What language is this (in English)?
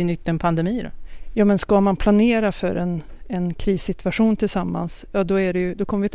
Swedish